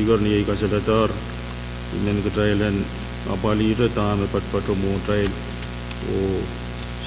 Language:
Pohnpeian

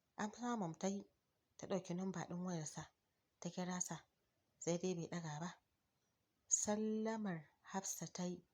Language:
Hausa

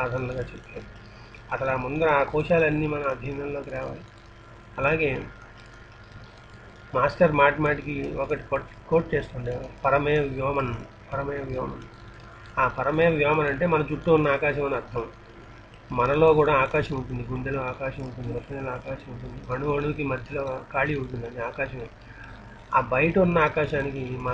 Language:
Telugu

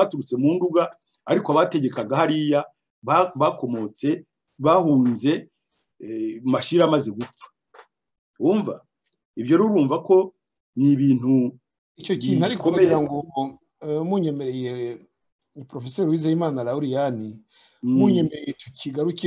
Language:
Kinyarwanda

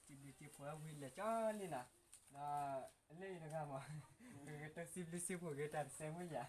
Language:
S'gaw Karen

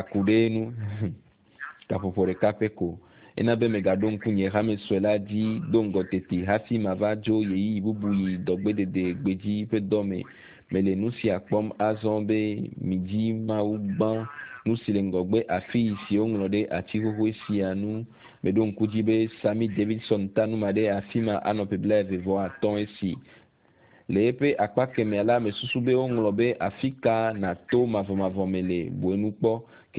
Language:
Ewe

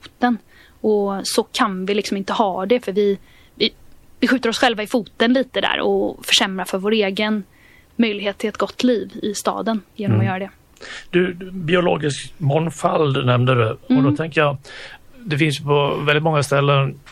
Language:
Swedish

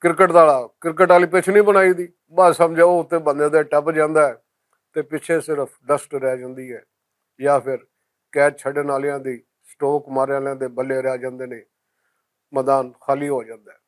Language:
Western Panjabi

